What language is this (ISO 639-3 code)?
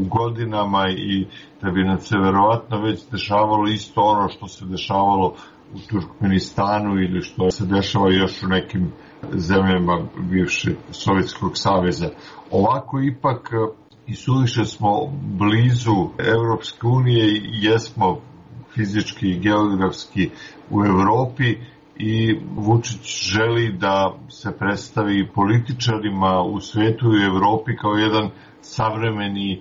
srp